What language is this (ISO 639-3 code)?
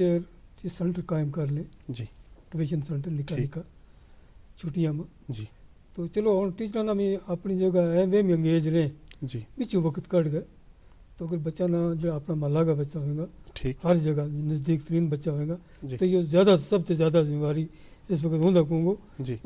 gju